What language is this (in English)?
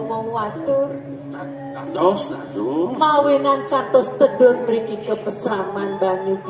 Balinese